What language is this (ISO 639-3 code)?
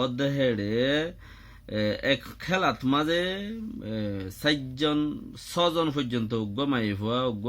rhg